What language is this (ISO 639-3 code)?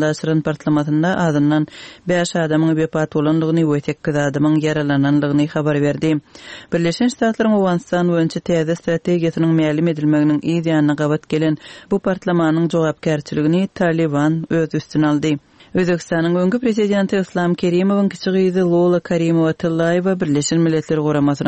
tuk